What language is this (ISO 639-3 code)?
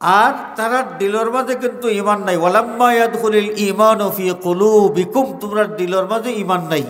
syl